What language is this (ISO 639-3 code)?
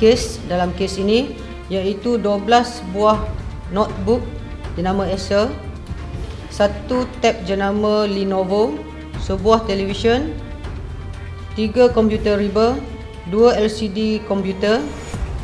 msa